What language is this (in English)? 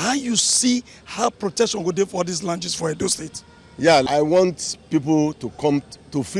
Nigerian Pidgin